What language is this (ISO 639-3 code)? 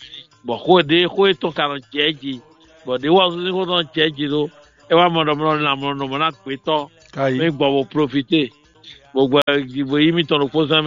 fon